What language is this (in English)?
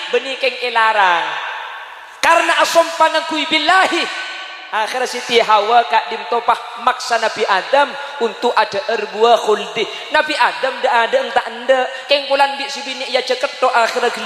Madurese